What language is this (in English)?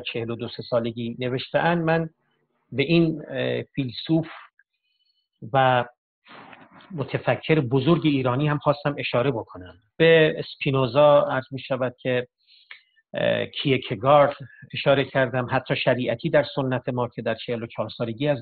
Persian